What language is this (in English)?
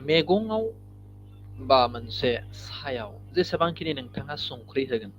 Bodo